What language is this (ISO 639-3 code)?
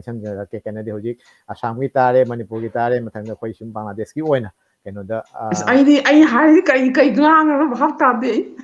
mni